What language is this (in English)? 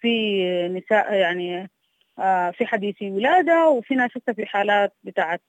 Sudanese Arabic